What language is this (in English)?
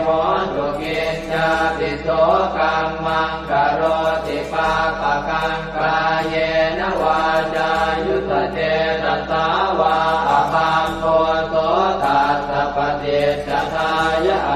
Pali